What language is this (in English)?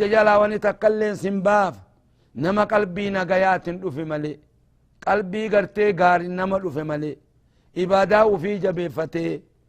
Oromo